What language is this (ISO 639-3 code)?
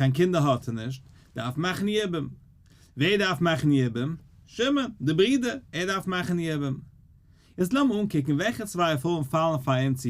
yid